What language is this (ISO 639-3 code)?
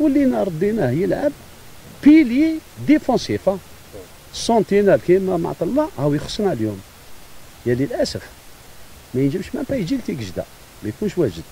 arq